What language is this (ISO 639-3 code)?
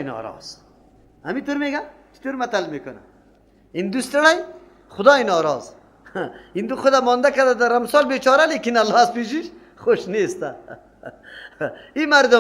fas